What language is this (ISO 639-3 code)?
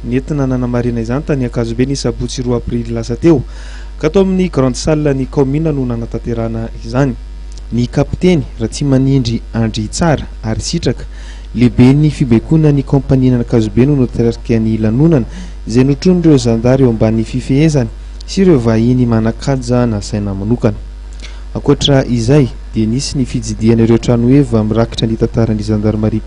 mlg